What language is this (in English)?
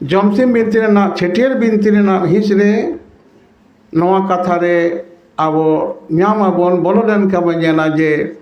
Santali